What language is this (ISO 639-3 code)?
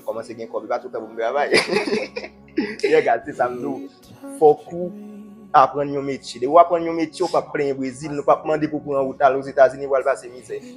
hat